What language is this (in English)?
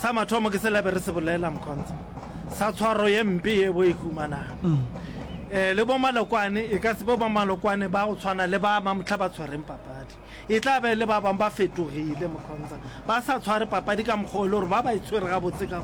Northern Sotho